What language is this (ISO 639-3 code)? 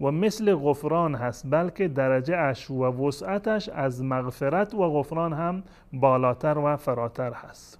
fas